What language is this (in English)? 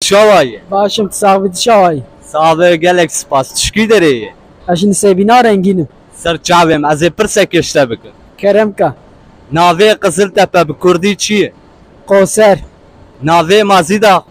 Kurdish